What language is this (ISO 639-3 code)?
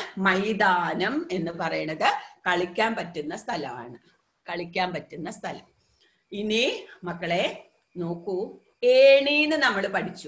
mal